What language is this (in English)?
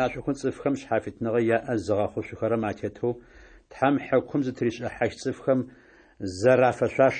Adyghe